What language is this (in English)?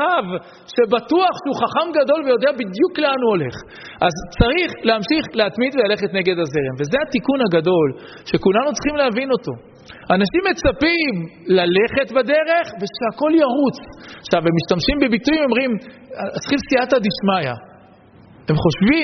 Hebrew